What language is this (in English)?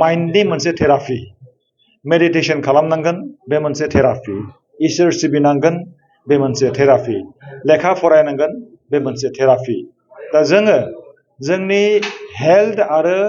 Bodo